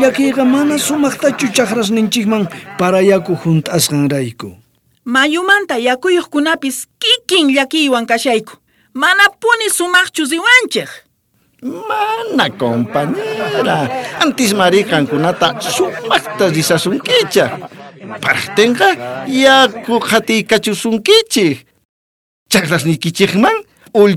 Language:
South Bolivian Quechua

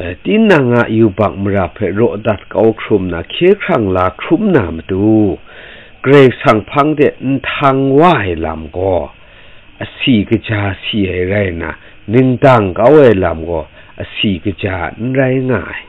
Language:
Kachin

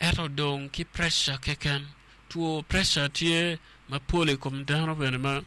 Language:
Acoli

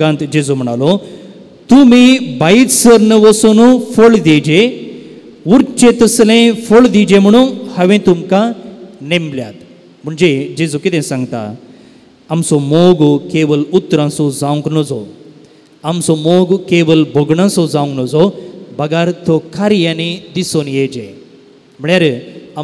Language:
Konkani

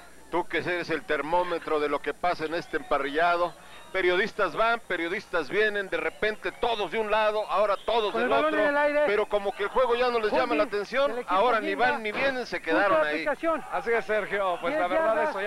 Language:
Spanish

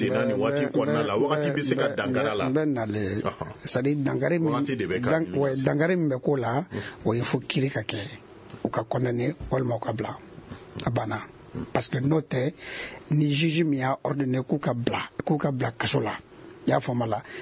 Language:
Bambara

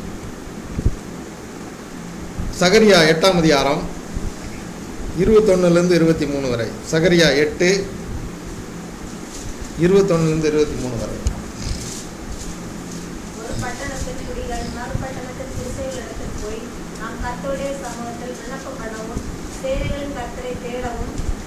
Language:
Tamil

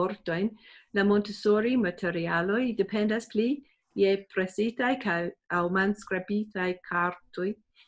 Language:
Esperanto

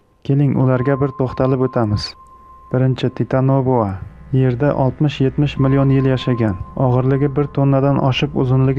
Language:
Uzbek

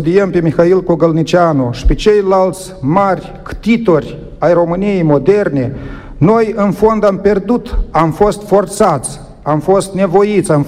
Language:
Romanian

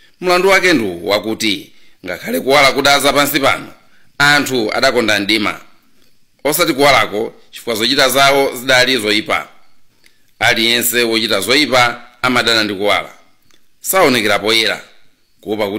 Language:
Nyanja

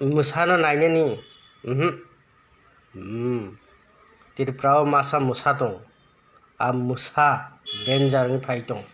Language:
Kok Borok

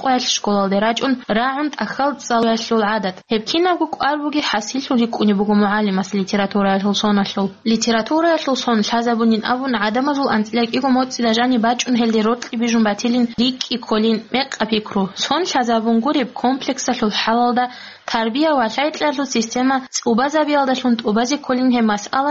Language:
Avaric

